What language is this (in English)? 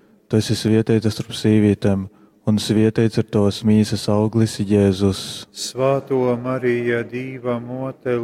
Latgalian